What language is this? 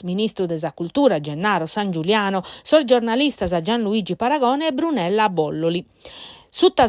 Sardinian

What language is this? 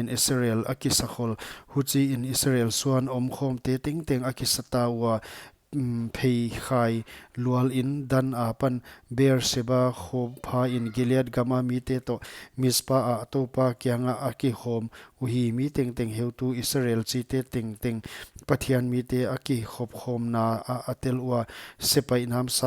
Paite Chin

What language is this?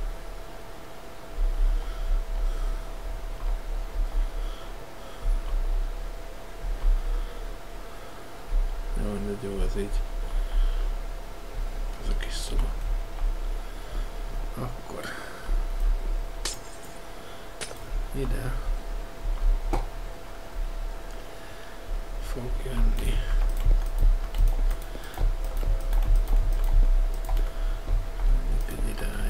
Hungarian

